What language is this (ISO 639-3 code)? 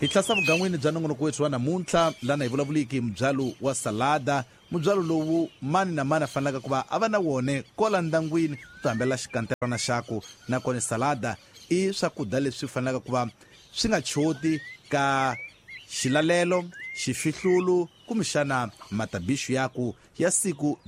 tso